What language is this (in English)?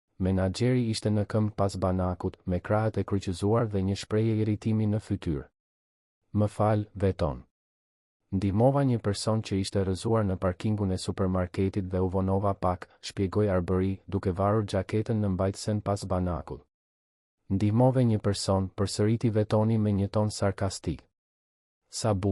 Albanian